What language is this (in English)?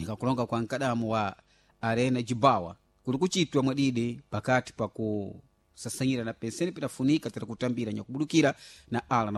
Sena